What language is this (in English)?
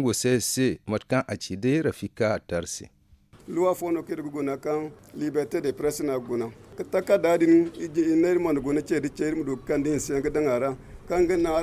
Zarma